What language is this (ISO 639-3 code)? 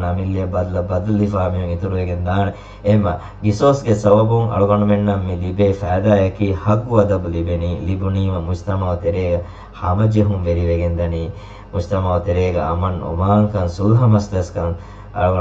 div